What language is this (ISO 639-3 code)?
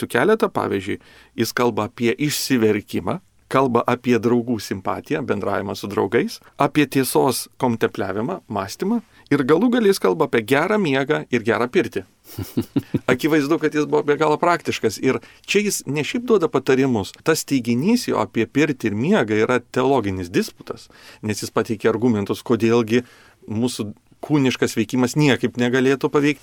lit